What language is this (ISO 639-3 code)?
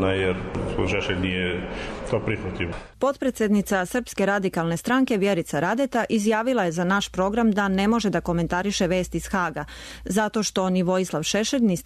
srp